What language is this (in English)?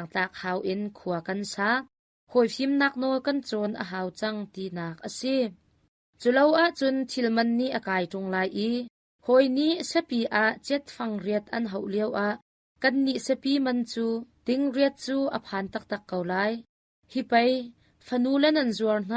Hakha Chin